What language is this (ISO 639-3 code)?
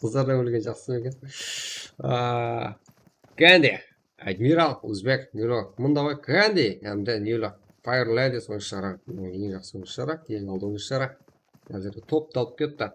kaa